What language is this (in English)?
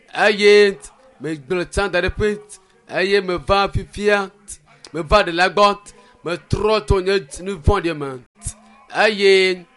Ewe